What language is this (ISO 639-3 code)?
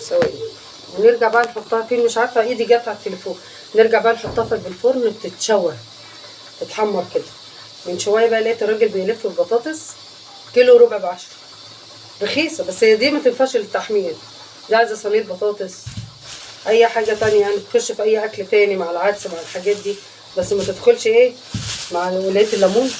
arz